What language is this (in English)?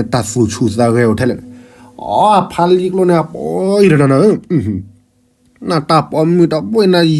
S'gaw Karen